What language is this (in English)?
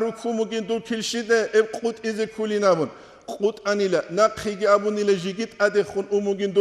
Avaric